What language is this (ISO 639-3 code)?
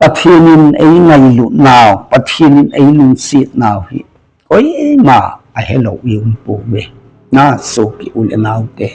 tcz